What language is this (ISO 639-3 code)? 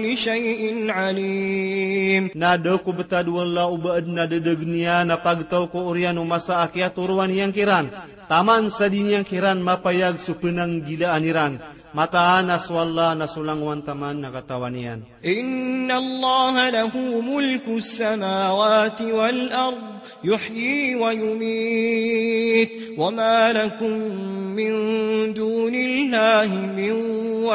mrw